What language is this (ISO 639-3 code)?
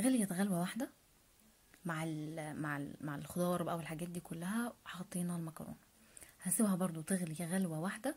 arz